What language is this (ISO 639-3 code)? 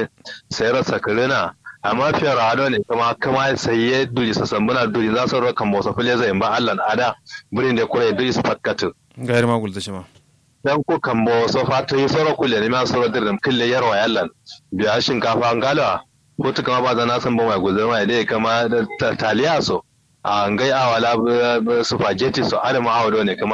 kau